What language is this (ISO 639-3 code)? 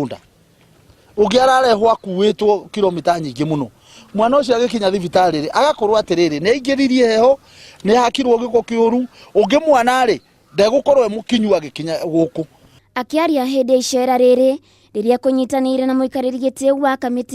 kik